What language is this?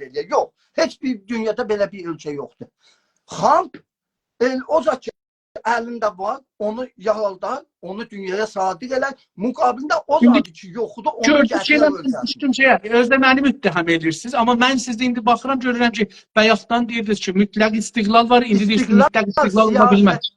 South Azerbaijani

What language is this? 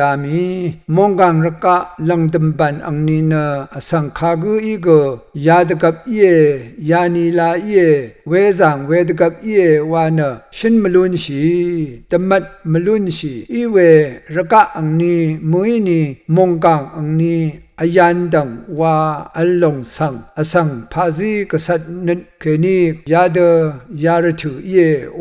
Rawang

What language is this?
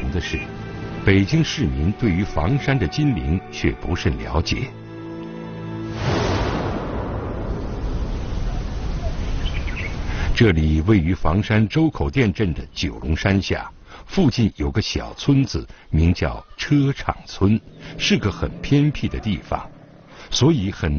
Chinese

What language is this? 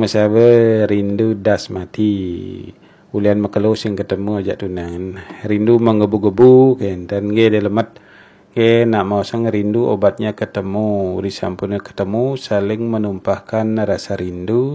Balinese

